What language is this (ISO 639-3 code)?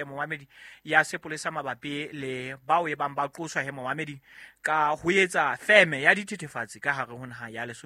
sot